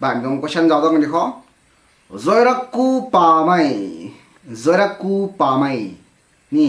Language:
Rongmei Naga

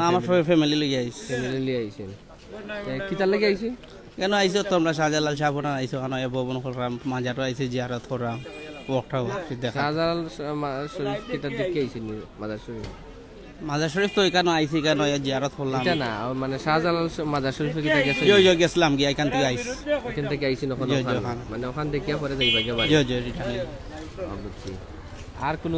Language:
Sylheti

